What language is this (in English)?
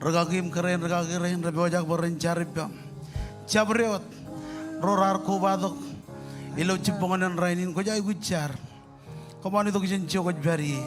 Marshallese